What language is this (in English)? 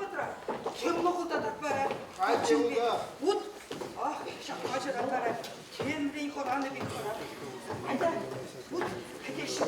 Chuvash